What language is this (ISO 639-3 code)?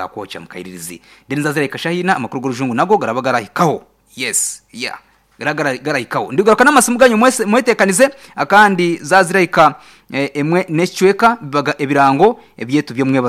nyn